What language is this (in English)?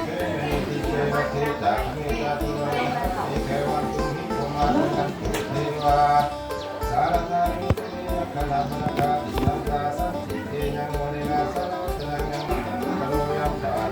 Pali